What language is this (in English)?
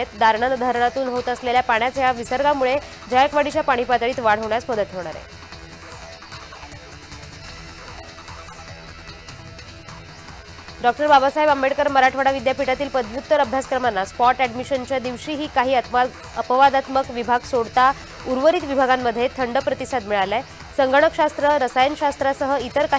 Marathi